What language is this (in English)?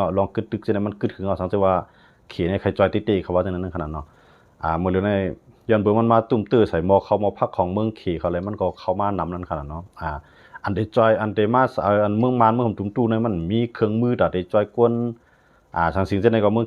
Shan